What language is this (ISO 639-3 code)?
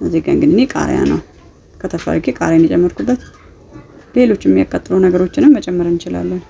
amh